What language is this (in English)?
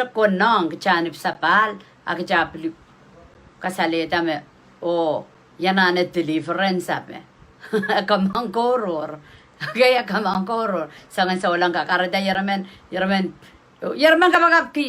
Pohnpeian